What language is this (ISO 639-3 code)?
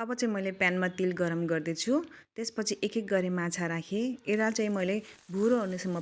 nep